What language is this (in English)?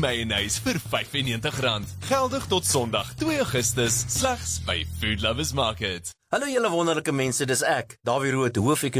Afrikaans